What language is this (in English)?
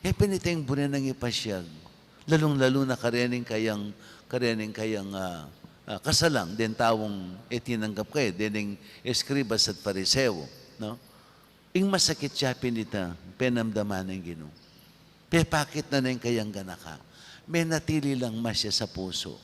Pampanga